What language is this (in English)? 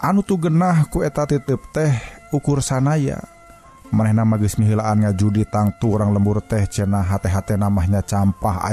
Sundanese